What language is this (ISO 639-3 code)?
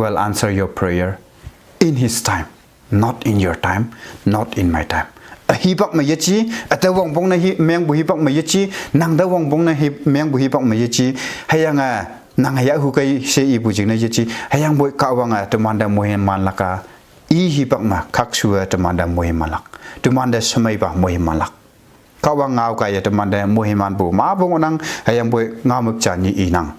nbe